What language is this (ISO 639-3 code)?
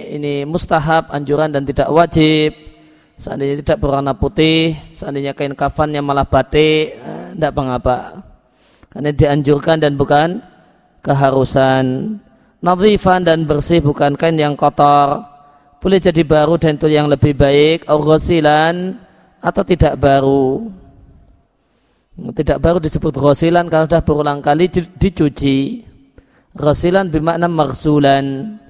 ind